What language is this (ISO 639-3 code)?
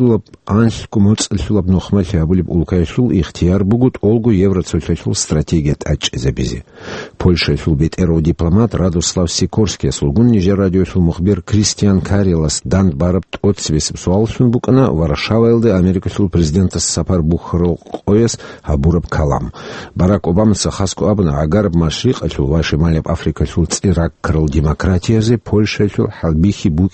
ava